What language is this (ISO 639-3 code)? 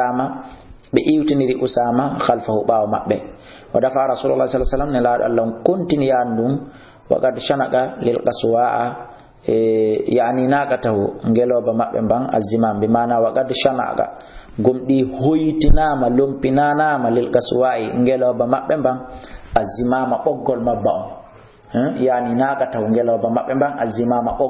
ful